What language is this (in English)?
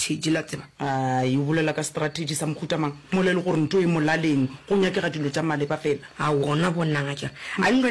Northern Sotho